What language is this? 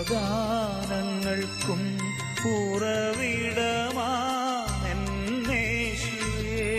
Malayalam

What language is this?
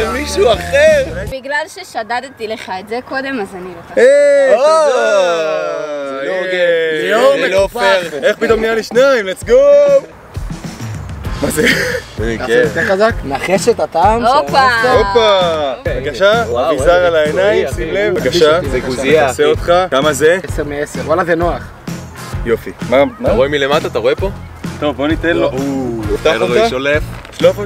Hebrew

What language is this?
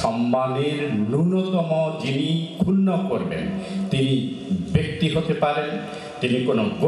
Bangla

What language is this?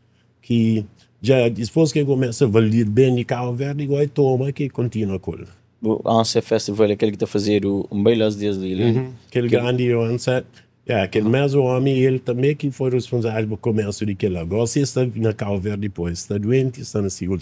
Kabuverdianu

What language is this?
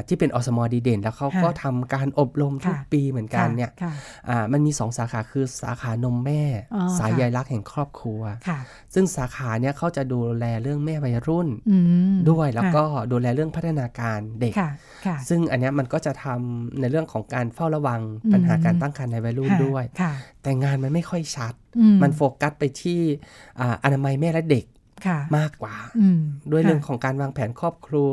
Thai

